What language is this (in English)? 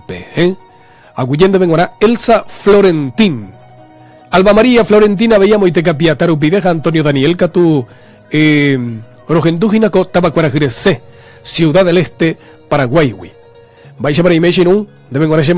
Guarani